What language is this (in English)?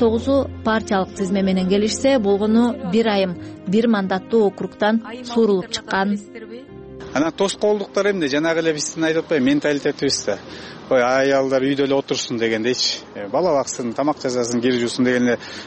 Kyrgyz